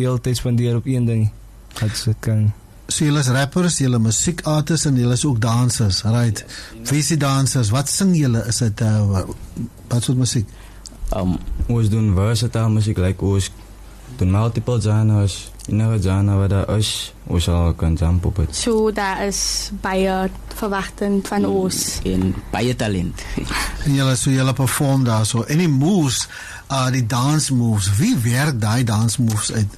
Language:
Afrikaans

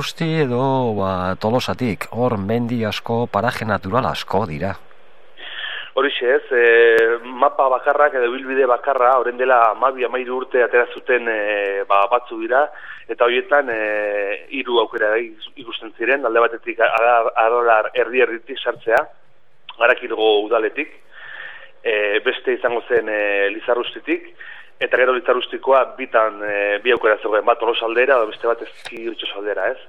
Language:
Basque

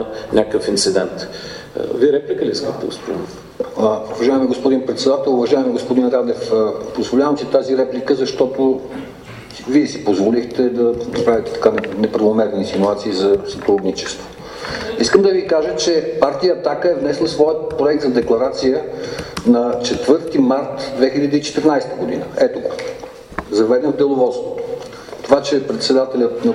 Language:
Bulgarian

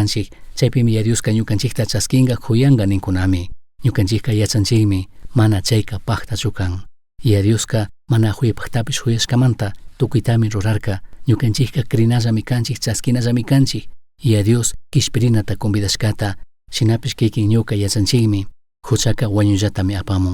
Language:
Chimborazo Highland Quichua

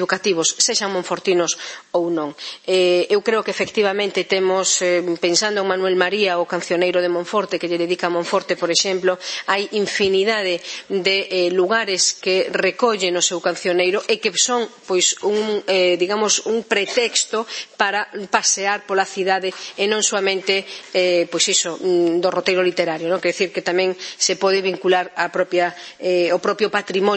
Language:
Galician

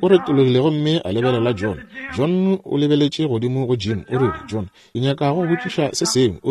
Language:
Northern Sotho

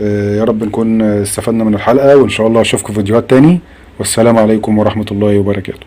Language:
Egyptian Arabic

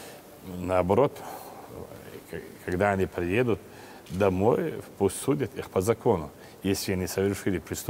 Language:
Russian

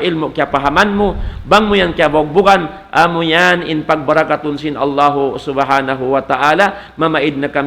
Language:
Tausug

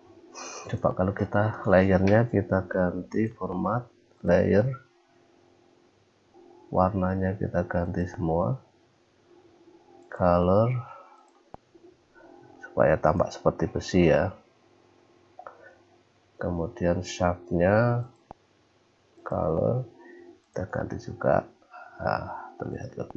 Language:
Indonesian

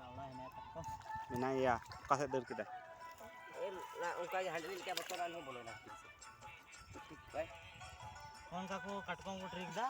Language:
Santali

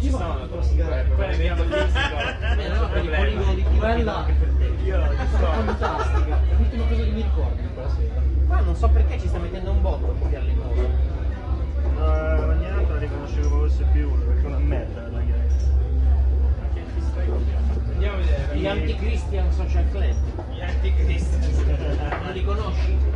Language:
Italian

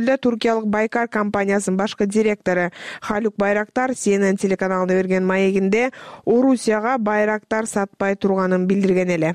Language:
Kyrgyz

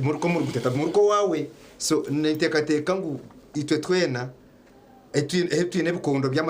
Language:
Nyankole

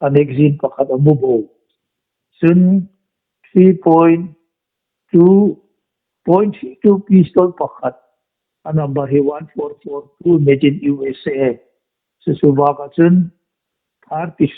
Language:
Hmar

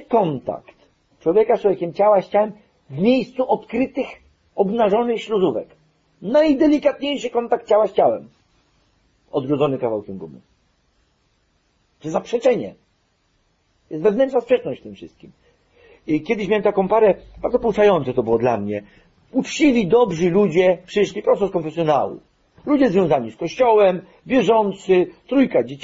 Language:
Polish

